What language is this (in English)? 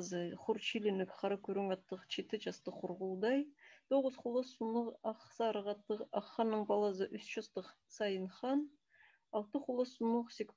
Khakas